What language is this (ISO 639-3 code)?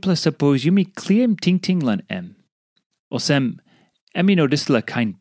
tpi